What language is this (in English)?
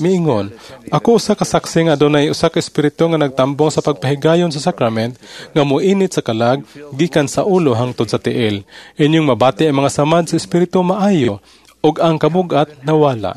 Cebuano